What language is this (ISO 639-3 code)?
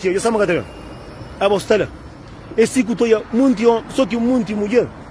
kea